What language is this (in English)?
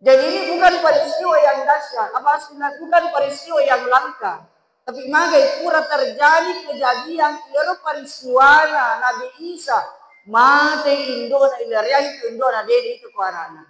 Buginese